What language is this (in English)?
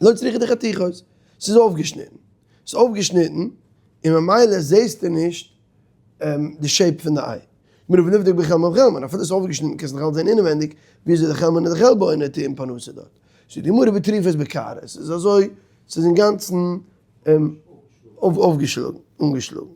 Yiddish